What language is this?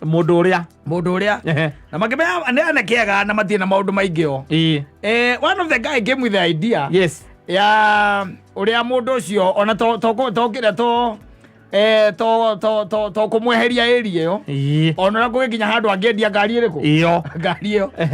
Kikuyu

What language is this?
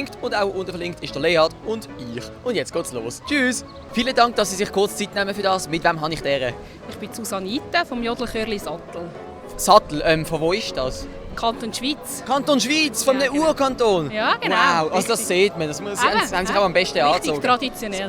Swiss German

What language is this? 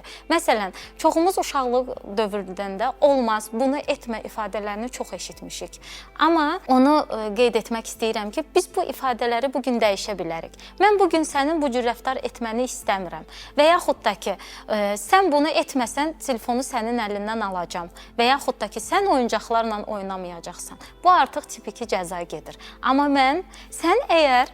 Azerbaijani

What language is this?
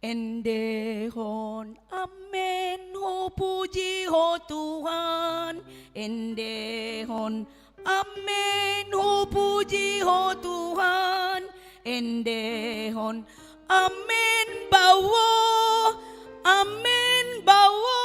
Batak Toba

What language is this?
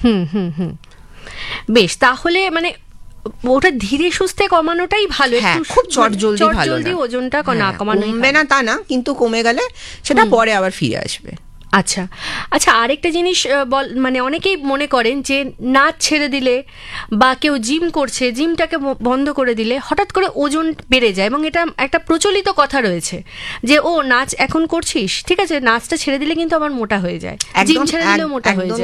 Bangla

